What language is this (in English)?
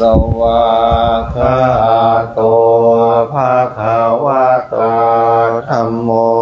Pali